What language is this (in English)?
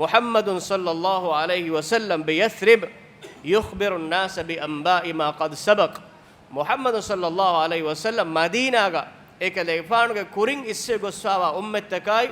Divehi